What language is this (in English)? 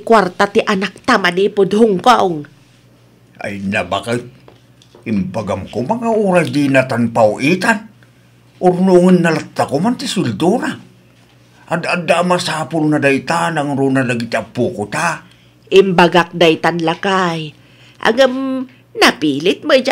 Iloko